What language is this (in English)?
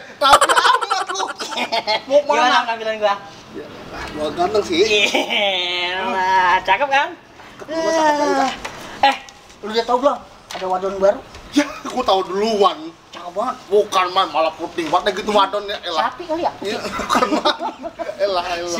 Betawi